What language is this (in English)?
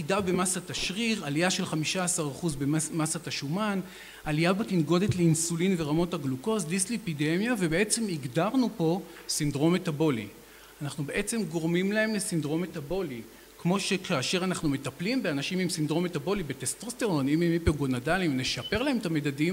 Hebrew